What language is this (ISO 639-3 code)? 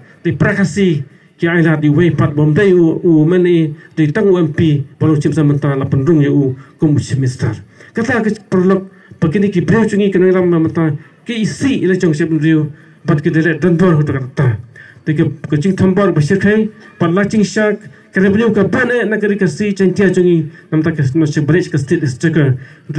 kha